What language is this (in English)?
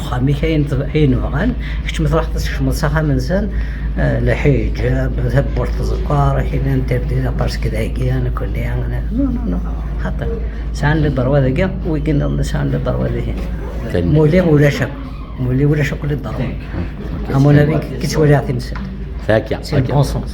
Kabyle